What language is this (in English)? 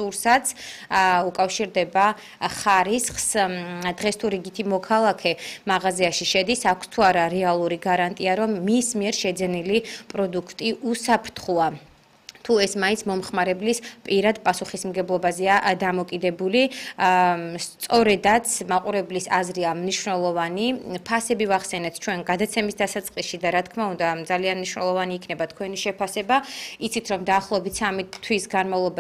Georgian